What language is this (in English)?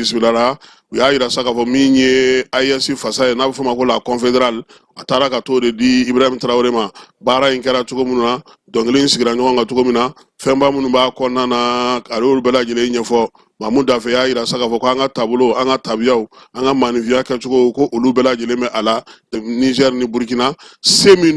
Bambara